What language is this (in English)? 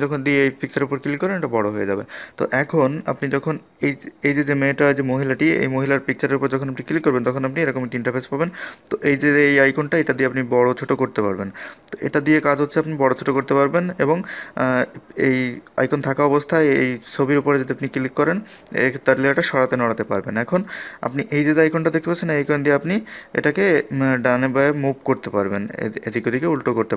Bangla